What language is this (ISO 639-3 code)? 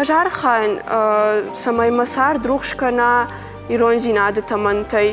oss